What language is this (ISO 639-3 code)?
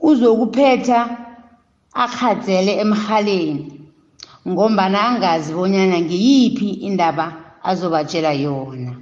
nbl